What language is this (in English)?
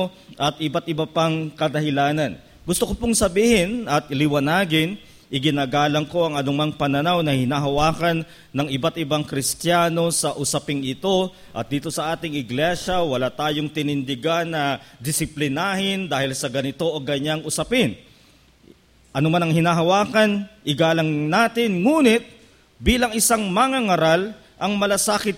Filipino